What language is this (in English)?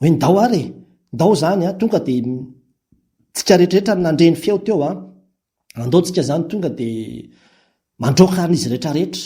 Malagasy